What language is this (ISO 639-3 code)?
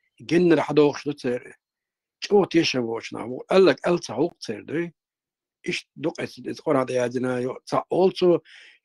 che